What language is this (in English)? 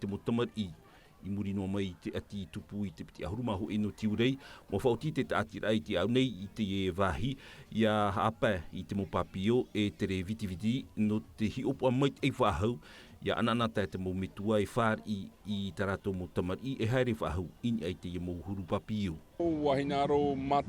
Tahitian